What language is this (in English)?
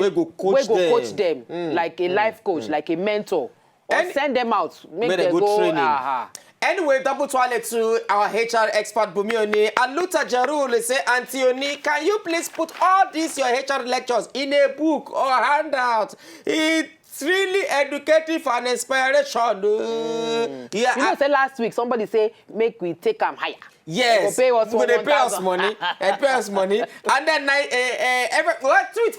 Nigerian Pidgin